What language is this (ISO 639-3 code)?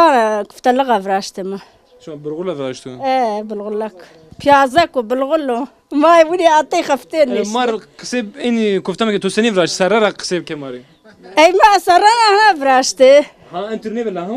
zza